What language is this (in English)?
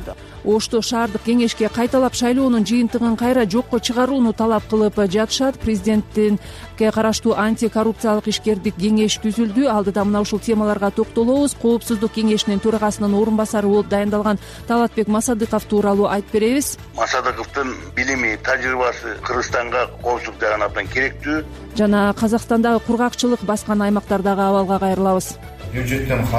Kyrgyz